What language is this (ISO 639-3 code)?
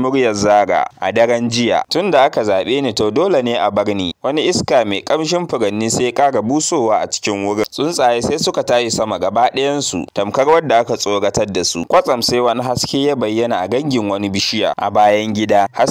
hau